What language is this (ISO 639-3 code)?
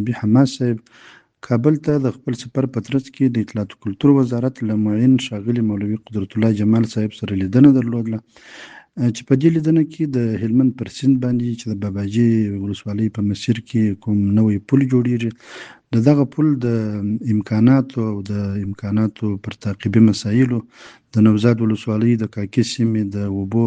pus